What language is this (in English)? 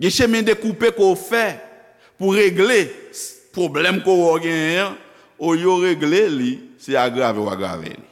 Haitian Creole